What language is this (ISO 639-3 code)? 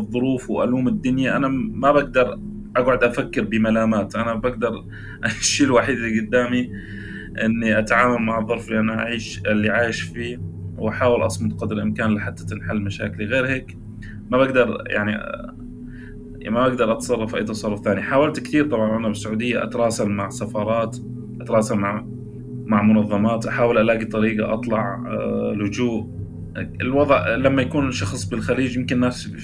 apc